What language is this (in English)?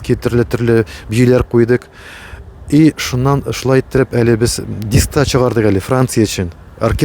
Tatar